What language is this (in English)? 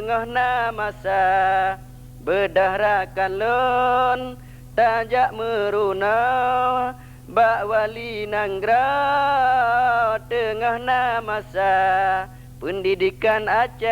Achinese